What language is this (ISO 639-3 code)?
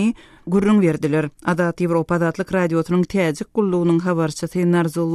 tuk